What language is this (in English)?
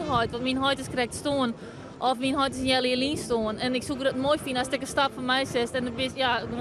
Western Frisian